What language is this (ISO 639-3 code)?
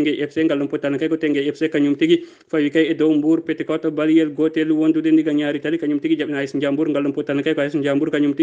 ful